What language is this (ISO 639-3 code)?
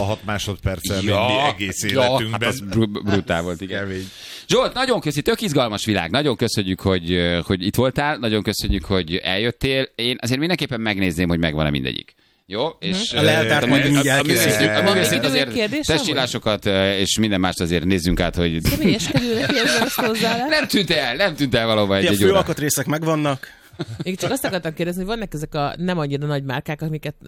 hun